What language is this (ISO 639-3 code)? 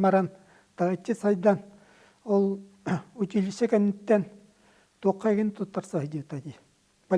sah